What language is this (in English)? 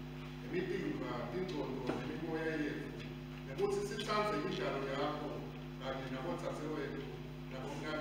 Swati